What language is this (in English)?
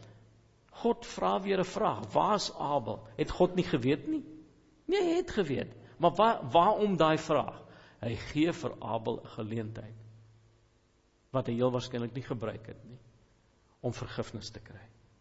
Afrikaans